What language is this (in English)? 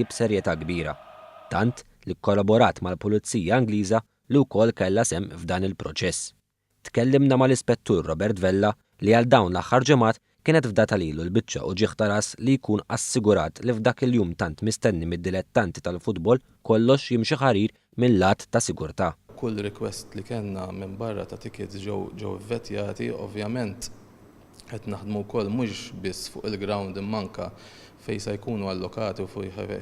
Maltese